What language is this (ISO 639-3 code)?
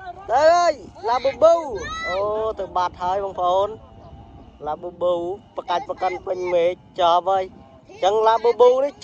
khm